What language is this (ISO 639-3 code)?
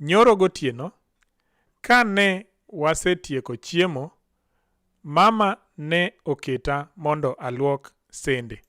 luo